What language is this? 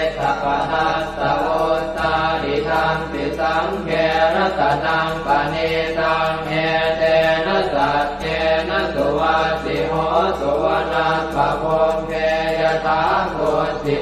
Pali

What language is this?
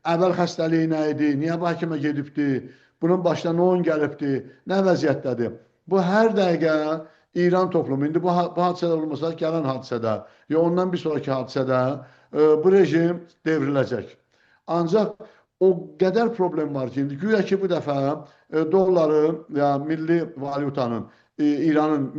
South Azerbaijani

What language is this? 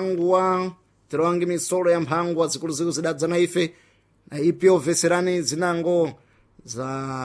Sena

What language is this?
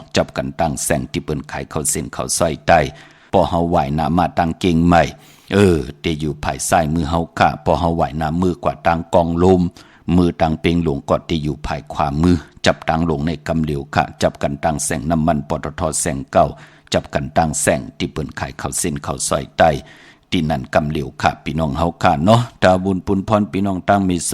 Shan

